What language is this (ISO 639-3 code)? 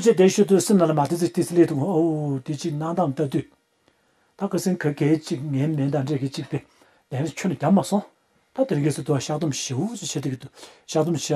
bod